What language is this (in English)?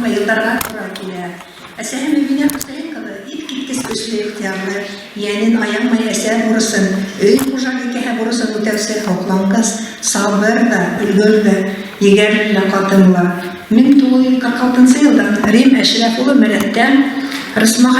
Bashkir